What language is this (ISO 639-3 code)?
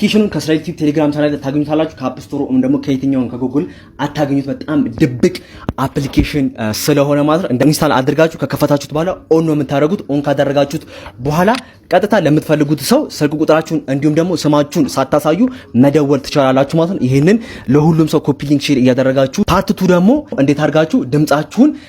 amh